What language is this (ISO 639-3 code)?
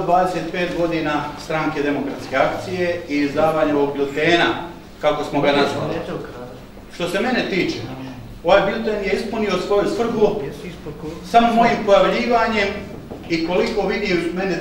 bos